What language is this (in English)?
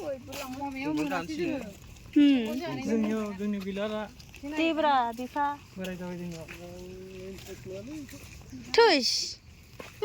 Bodo